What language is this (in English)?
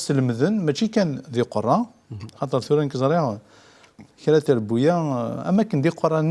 Kabyle